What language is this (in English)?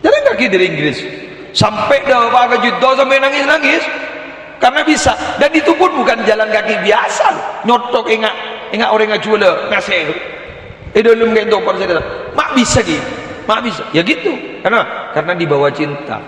Madurese